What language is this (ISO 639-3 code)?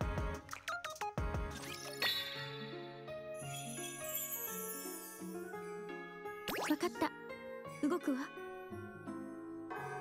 jpn